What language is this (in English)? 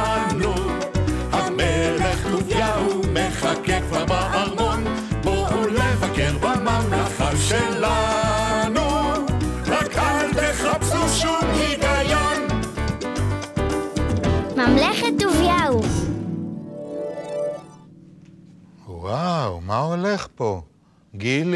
Hebrew